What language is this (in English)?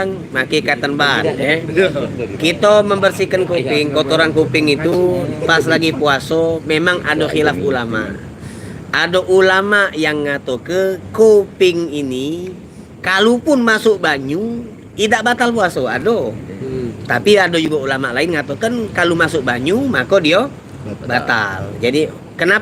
Musi